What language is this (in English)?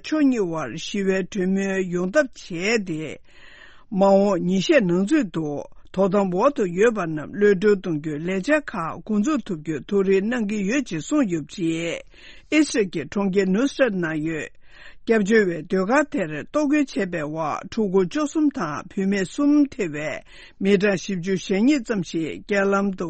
Tibetan